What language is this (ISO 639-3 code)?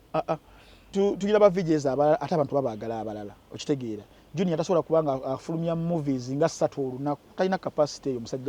lug